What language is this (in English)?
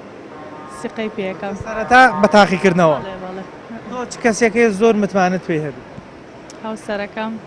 Central Kurdish